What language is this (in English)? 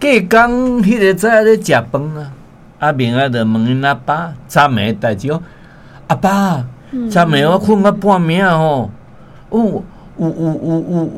Min Nan Chinese